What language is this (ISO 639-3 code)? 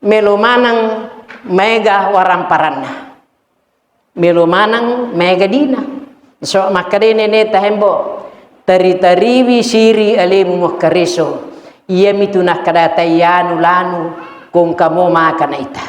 bug